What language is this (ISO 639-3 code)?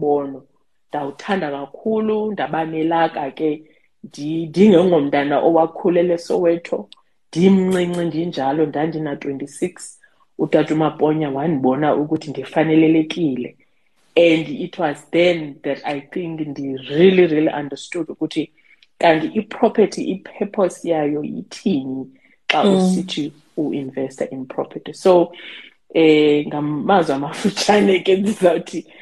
xho